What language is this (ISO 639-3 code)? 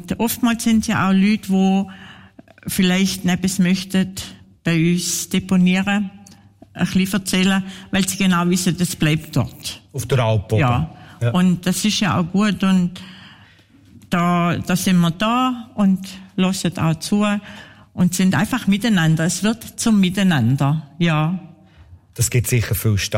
deu